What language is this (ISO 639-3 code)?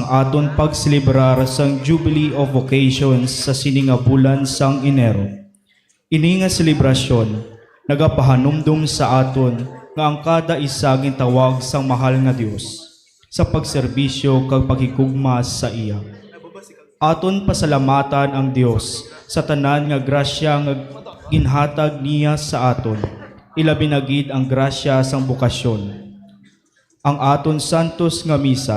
hil